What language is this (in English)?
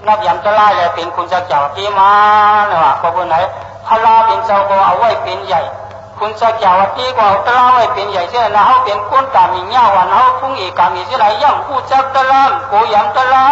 Shan